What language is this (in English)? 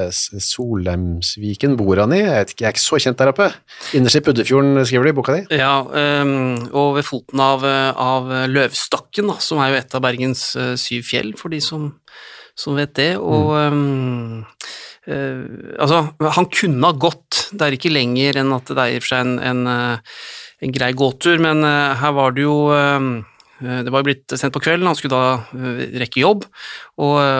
Norwegian